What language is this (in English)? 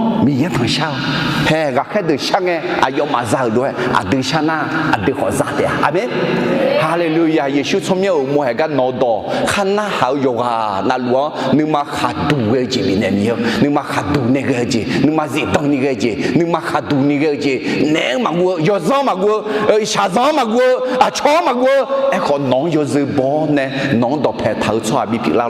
Akha